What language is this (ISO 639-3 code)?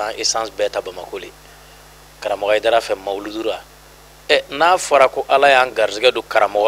bam